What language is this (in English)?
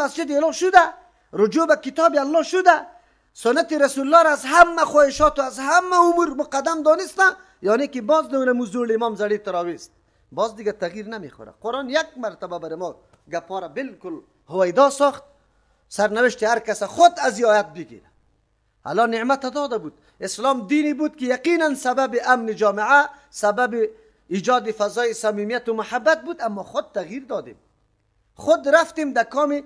Persian